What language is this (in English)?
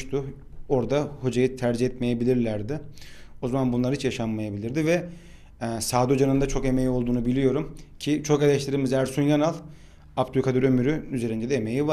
Turkish